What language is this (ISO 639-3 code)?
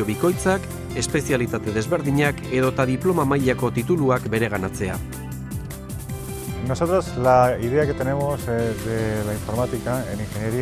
eus